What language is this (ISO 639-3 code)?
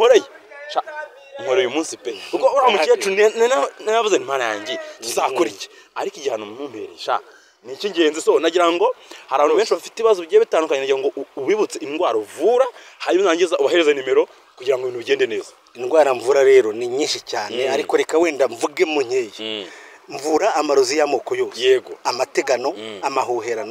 kin